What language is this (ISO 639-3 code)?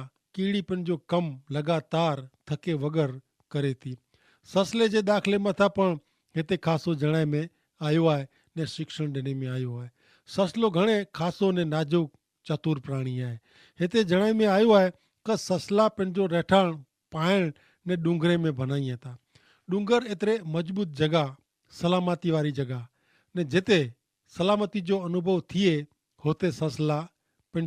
kfr